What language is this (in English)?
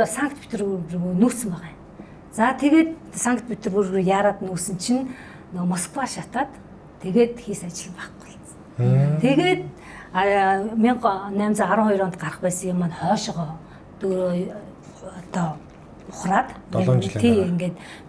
Mongolian